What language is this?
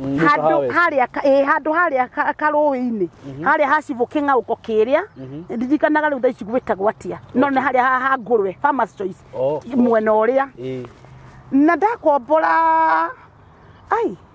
Kikuyu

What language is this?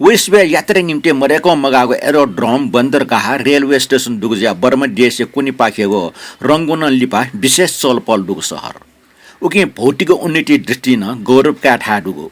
Newari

